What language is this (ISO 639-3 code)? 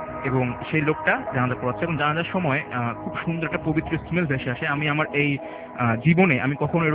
ben